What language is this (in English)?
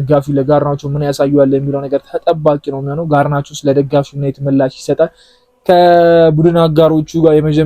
Amharic